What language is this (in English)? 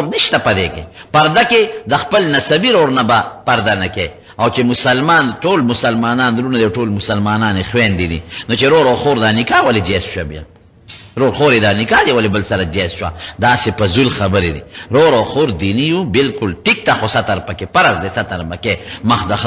Pashto